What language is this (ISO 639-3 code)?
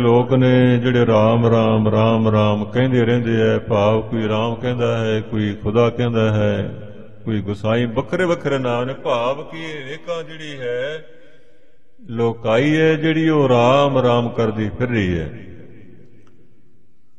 pan